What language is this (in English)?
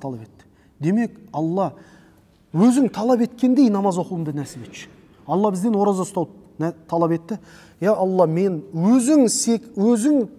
Kazakh